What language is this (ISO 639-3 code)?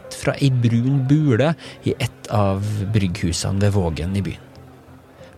nor